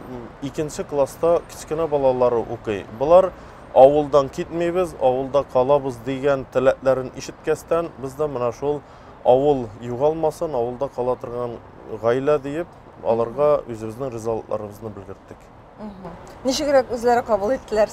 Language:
Tatar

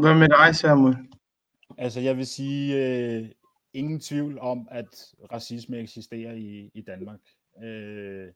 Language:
Danish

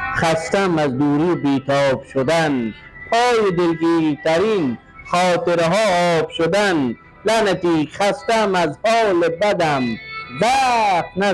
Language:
Persian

